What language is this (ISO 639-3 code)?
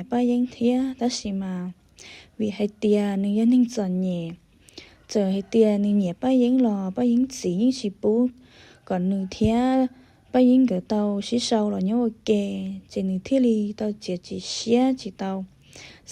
hmn